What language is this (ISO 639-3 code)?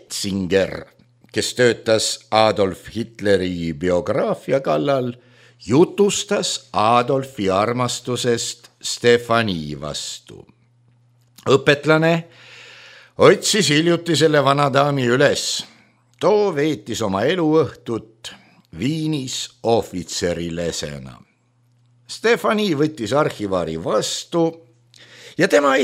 est